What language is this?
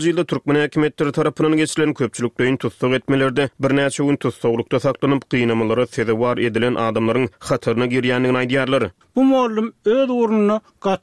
Turkmen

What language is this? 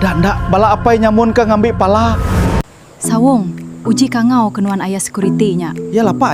Iban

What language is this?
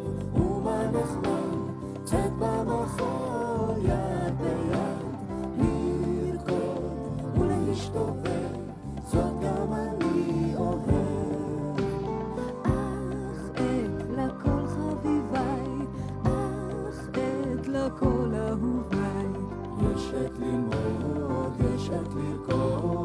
Hebrew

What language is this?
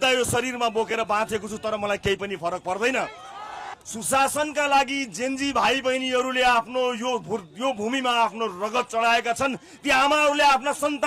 Nepali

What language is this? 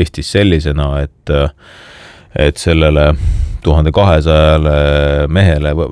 Estonian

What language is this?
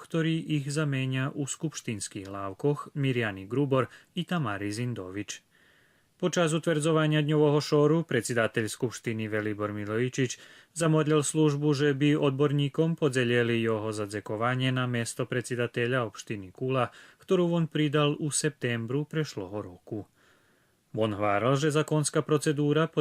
Rusyn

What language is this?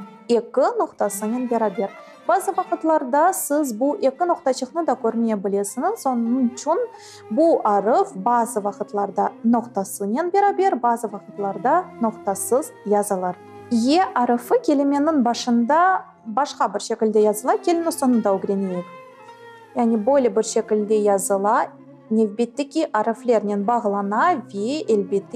Crimean Tatar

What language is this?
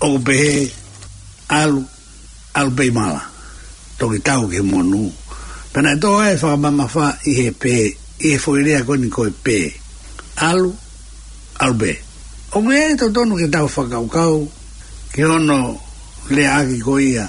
Tongan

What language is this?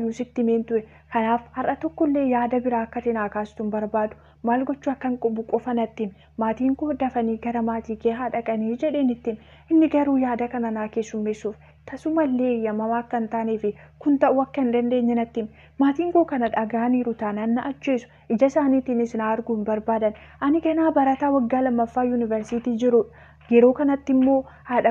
Oromo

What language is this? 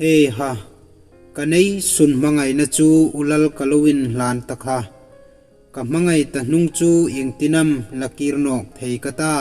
Hmar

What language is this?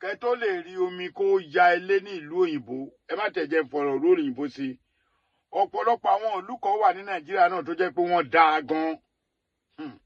Yoruba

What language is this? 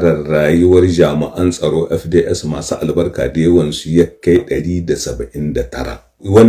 Hausa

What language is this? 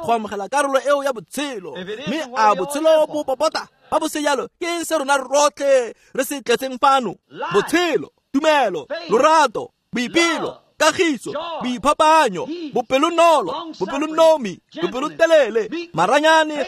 Tswana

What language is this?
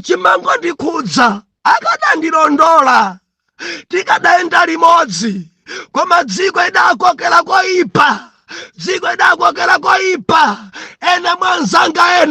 Nyanja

